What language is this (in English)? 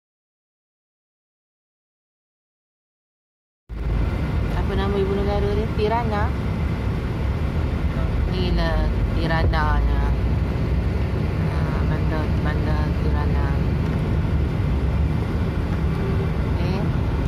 Malay